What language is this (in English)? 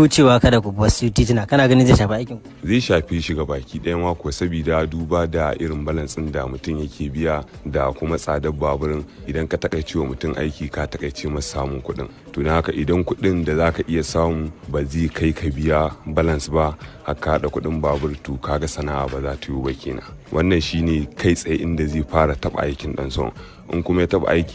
Hausa